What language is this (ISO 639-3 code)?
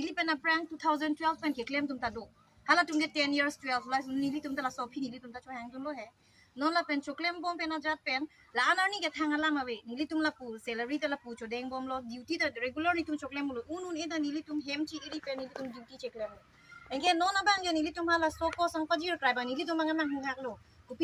mjw